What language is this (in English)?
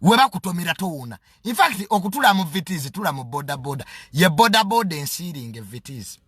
Ganda